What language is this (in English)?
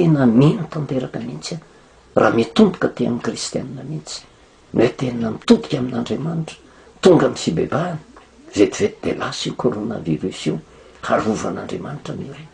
Malagasy